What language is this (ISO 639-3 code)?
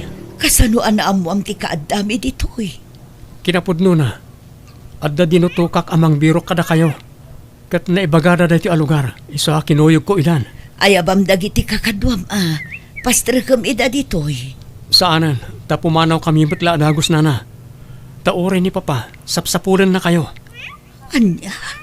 ilo